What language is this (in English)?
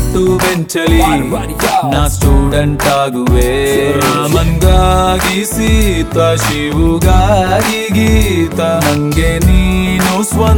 Kannada